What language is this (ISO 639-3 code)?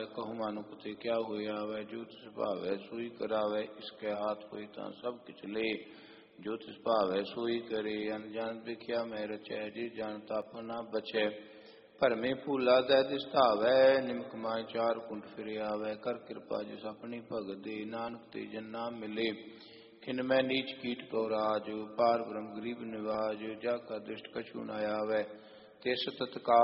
pan